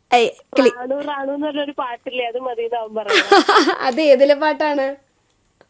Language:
Malayalam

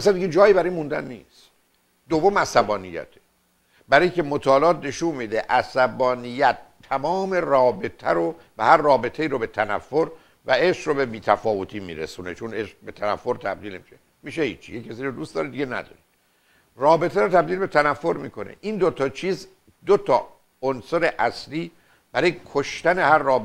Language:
Persian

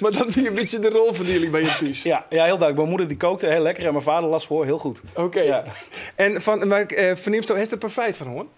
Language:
Western Frisian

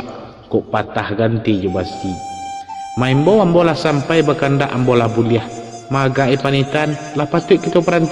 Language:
Minangkabau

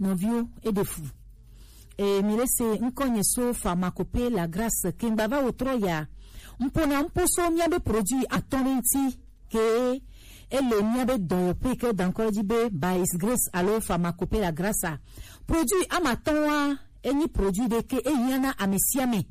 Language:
Gen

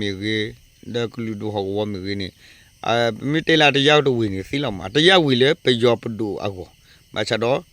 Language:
S'gaw Karen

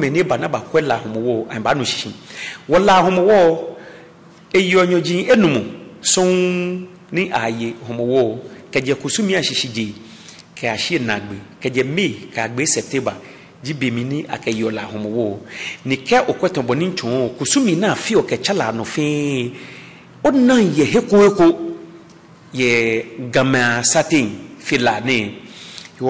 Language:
Ga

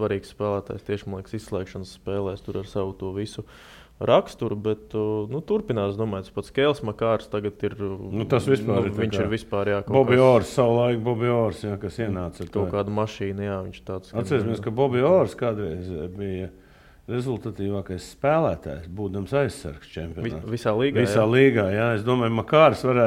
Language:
Latvian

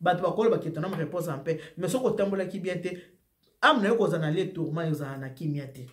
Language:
Lingala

